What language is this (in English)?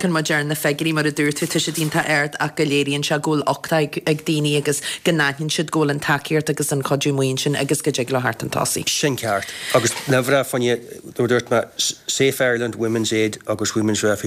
Irish